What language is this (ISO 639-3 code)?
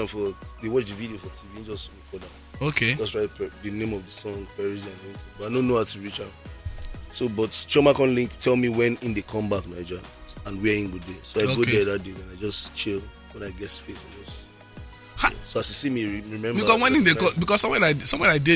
pcm